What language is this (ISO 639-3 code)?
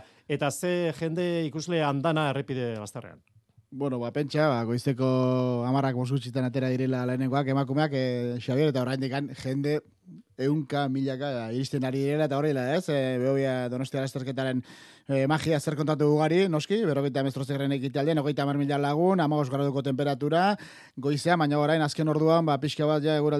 eus